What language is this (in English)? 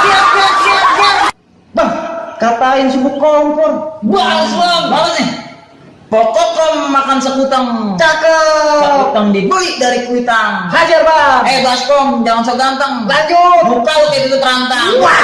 Betawi